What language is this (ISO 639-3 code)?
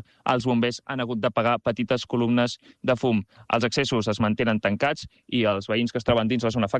cat